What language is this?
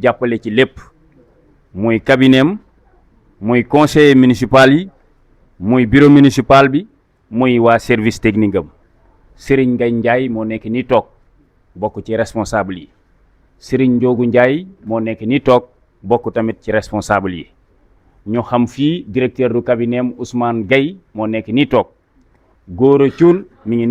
Wolof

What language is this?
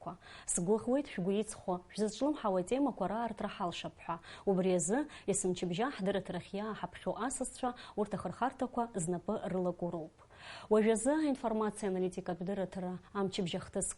Abkhazian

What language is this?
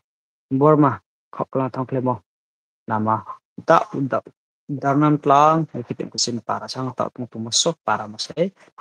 Riang (India)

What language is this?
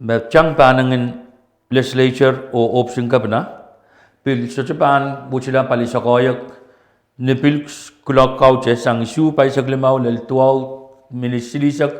Pohnpeian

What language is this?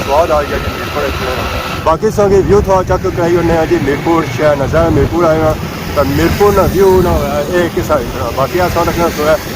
Pahari-Potwari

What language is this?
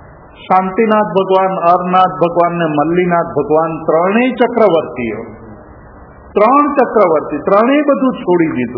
Gujarati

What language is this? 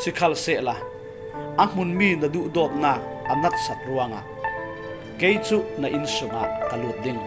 Falam Chin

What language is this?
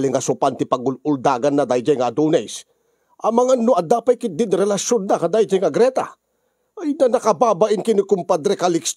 Iloko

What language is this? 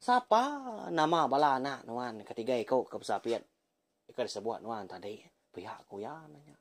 Iban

